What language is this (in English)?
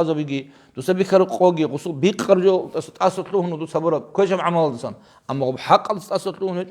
Avaric